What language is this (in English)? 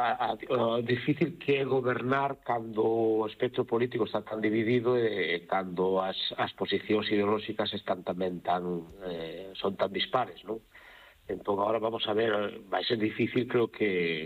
Galician